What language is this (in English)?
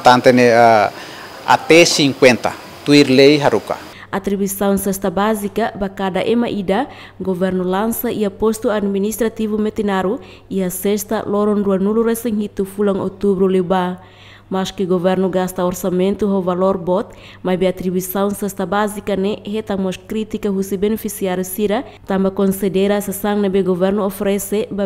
Tetum